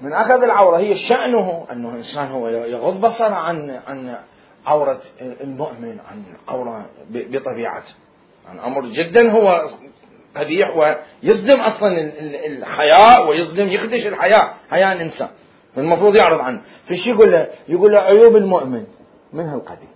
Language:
Mesopotamian Arabic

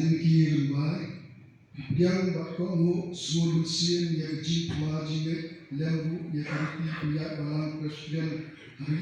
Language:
Khasi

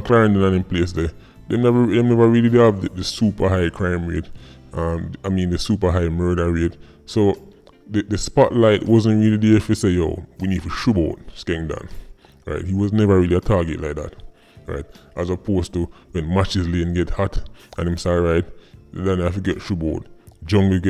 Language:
Jamaican Creole English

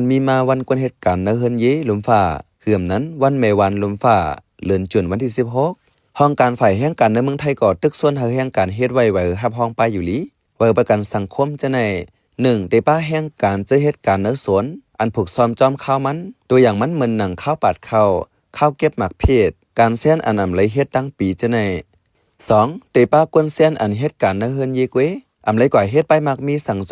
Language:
Shan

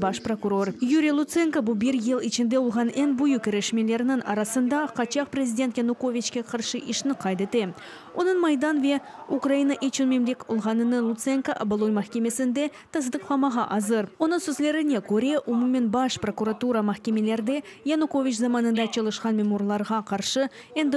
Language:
Crimean Tatar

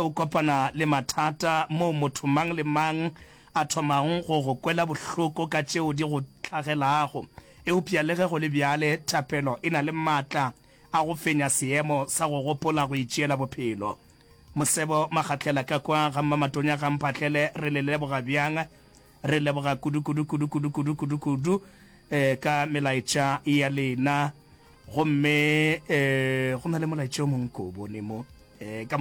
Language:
Northern Sotho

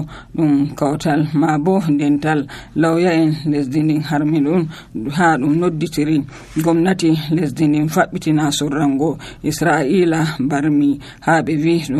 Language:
Nigerian Fulfulde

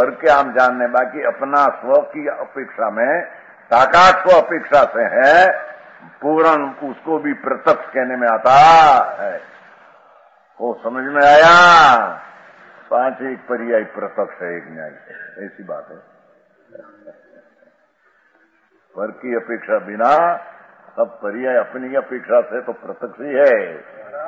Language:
Hindi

